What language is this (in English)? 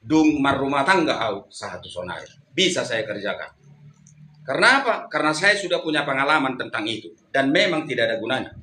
Batak Toba